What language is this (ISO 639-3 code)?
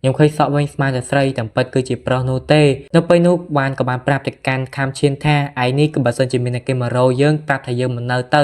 khm